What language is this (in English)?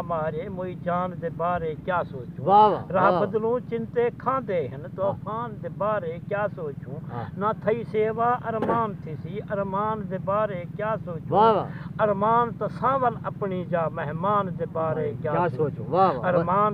Saraiki